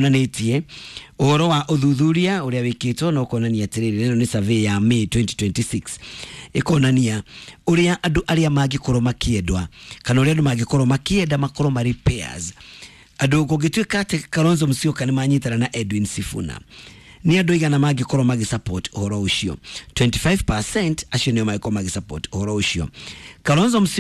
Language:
Kikuyu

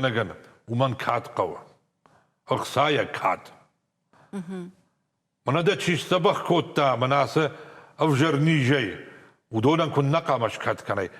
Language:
Ossetic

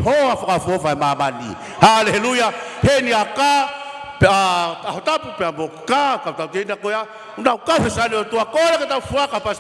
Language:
Tongan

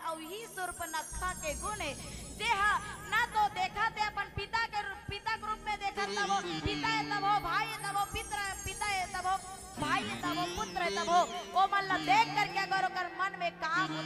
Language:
Chhattisgarhi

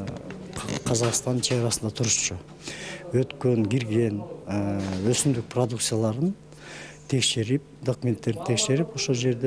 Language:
Kyrgyz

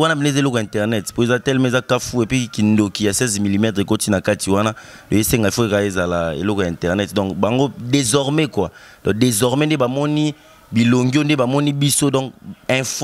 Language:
Lingala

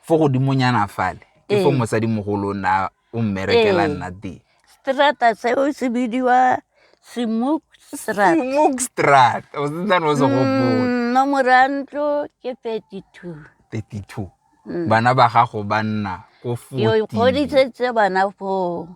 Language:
Tswana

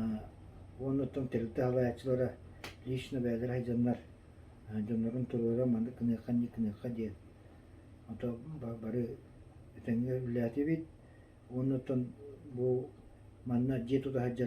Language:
Yakut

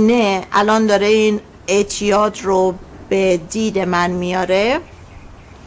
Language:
Persian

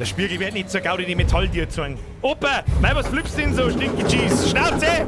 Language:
Bavarian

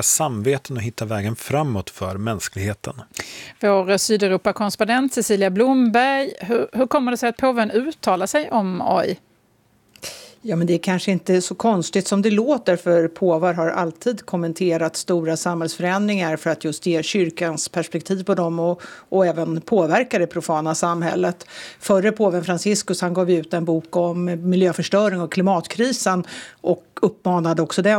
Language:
Swedish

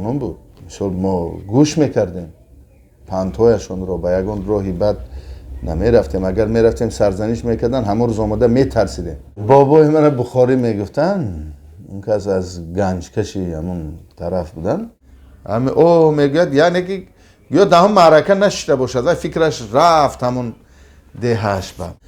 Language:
Tajik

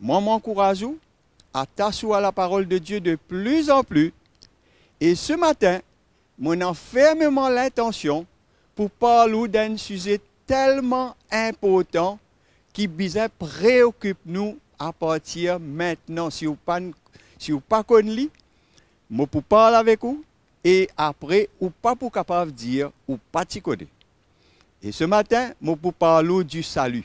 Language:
Morisyen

